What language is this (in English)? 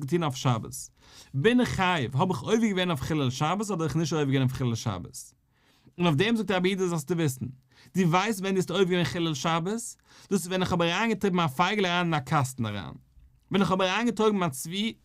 Yiddish